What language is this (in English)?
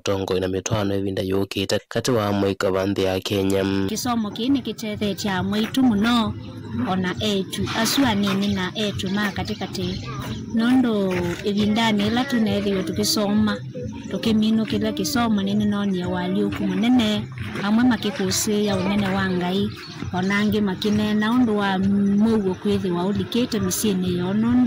Kamba